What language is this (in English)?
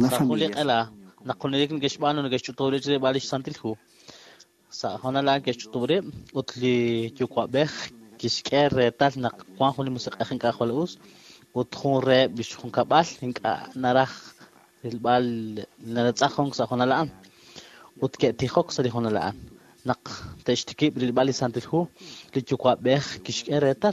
Kekchí